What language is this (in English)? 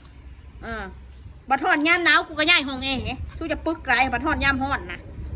Northeastern Thai